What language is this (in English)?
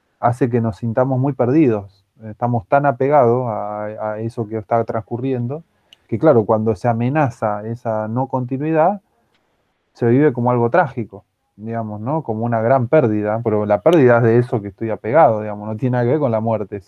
Spanish